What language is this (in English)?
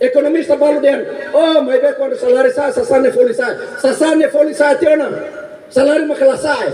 Tetum